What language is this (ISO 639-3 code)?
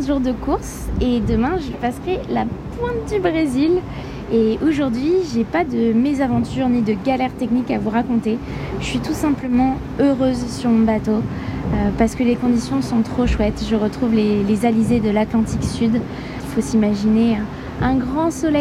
fra